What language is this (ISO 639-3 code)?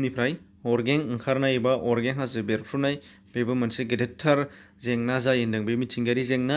brx